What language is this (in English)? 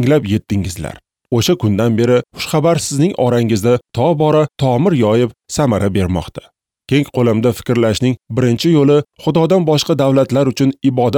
Uzbek